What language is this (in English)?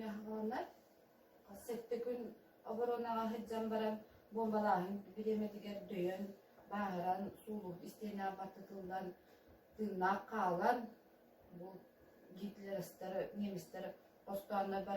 Yakut